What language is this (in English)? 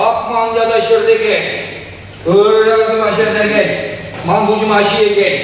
Chuvash